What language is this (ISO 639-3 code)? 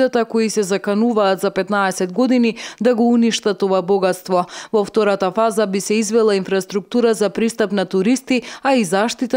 mkd